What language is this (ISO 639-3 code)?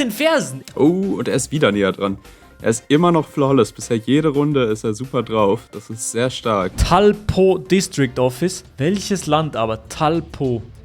gsw